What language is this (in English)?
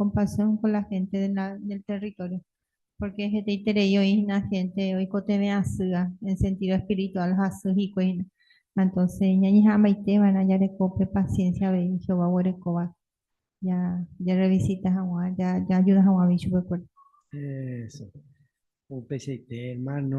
Guarani